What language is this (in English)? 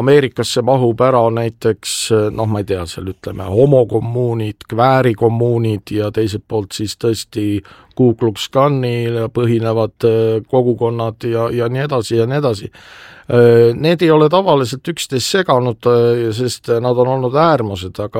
Estonian